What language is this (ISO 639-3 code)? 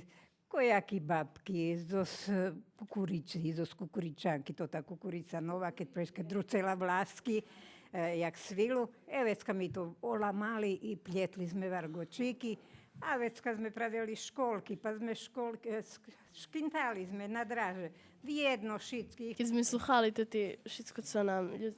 rue